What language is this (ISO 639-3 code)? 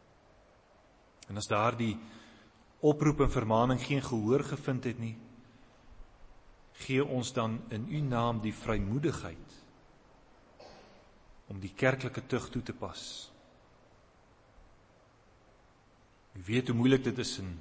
afr